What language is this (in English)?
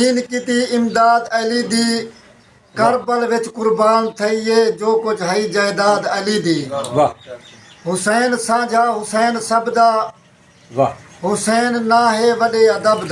Saraiki